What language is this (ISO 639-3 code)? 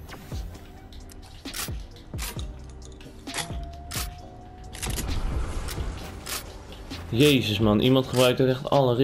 nld